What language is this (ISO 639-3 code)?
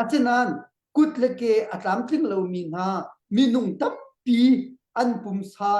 cnh